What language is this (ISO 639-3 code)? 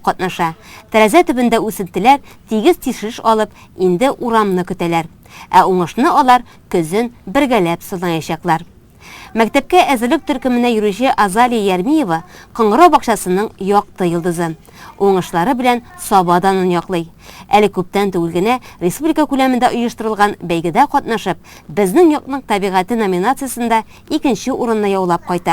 tat